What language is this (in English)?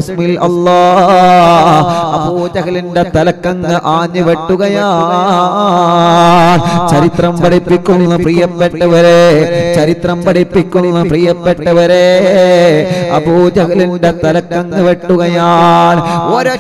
Malayalam